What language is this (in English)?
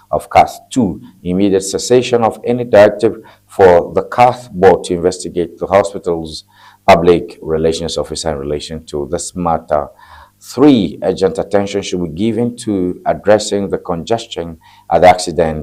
Ewe